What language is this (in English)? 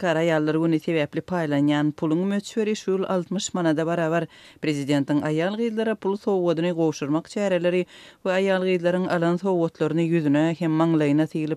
Turkmen